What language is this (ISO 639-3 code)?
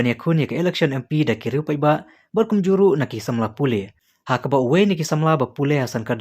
kha